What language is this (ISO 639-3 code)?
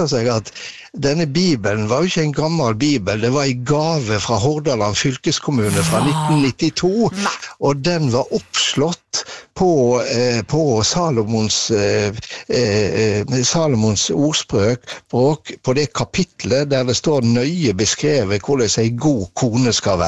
nor